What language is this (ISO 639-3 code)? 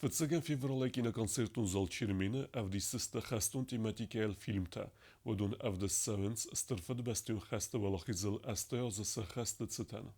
oss